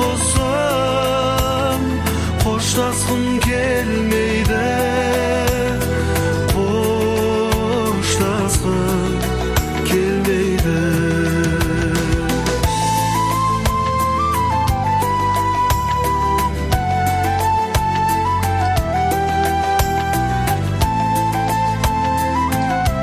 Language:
Kazakh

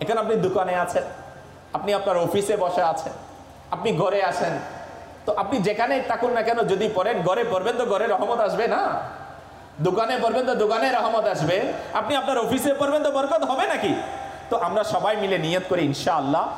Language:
Bangla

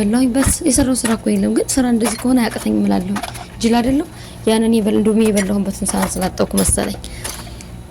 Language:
Amharic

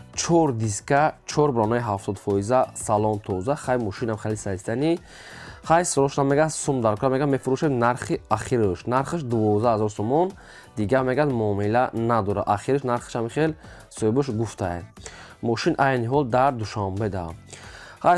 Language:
Tajik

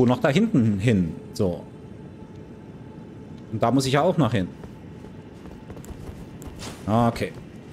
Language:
German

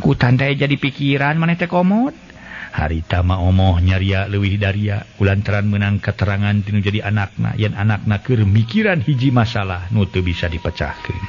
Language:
Sundanese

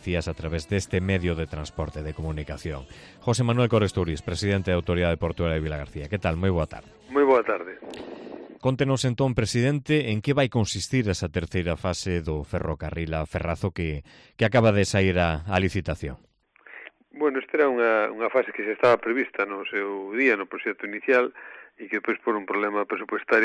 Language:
Galician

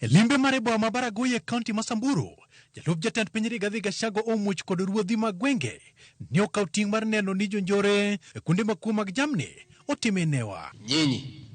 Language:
Luo (Kenya and Tanzania)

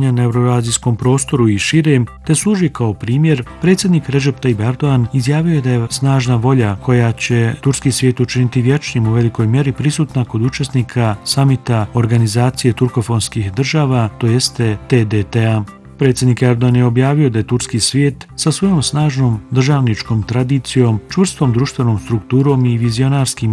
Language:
Bosnian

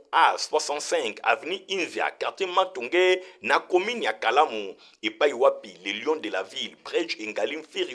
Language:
Lingala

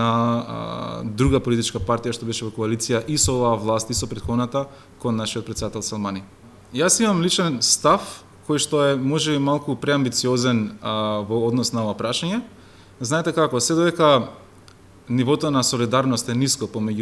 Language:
Macedonian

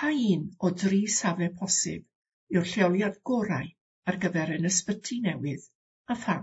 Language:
Welsh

